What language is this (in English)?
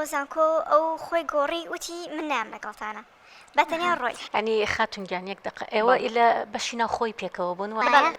Central Kurdish